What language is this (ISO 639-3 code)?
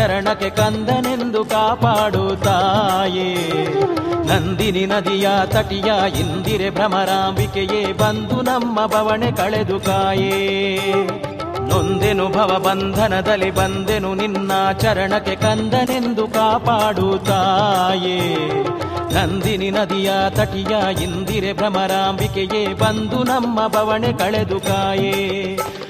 kan